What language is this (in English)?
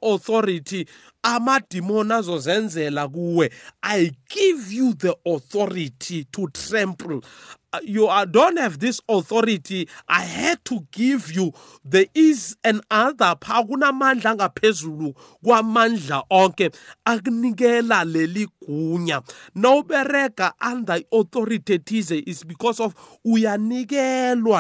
South Ndebele